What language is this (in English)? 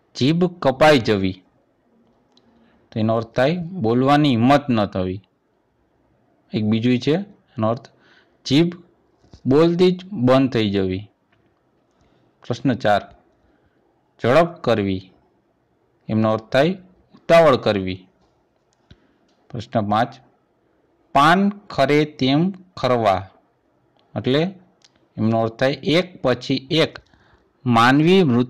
Gujarati